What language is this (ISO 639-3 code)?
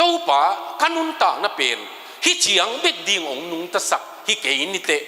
ctd